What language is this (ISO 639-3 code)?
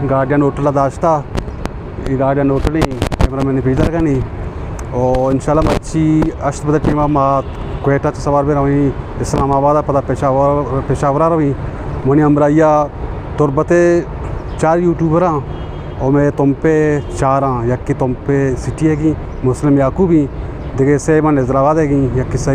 bgp